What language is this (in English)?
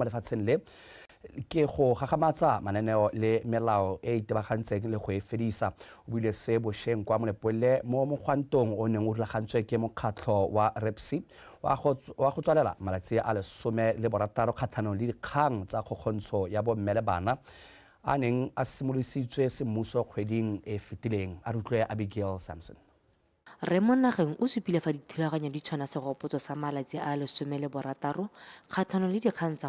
Tswana